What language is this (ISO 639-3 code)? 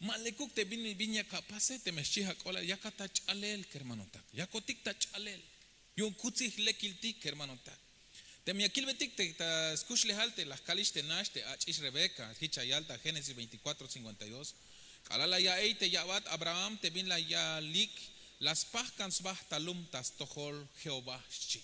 tzh